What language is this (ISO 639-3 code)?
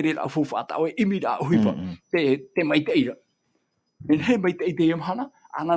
tah